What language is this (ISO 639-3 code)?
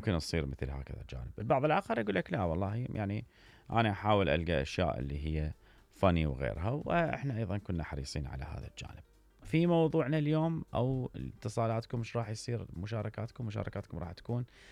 acm